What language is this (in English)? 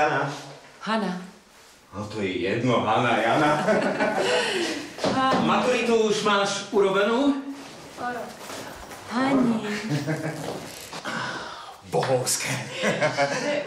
Slovak